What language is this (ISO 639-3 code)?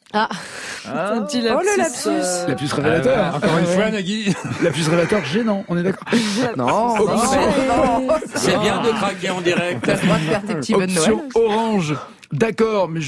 fra